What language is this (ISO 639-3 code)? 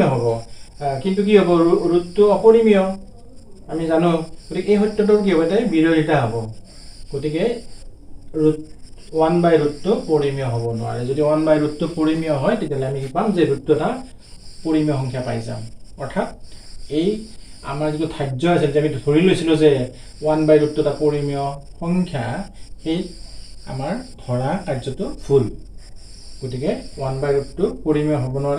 asm